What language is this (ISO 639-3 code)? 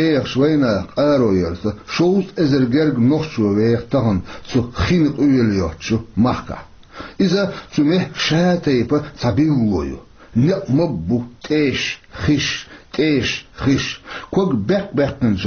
che